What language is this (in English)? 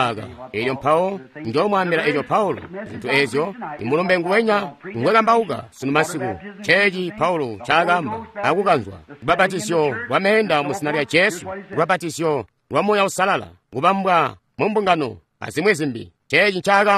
Tonga (Zambia)